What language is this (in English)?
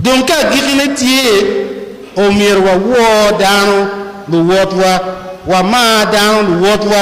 Acoli